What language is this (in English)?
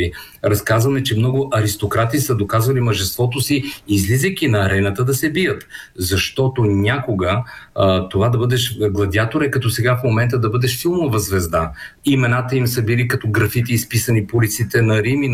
Bulgarian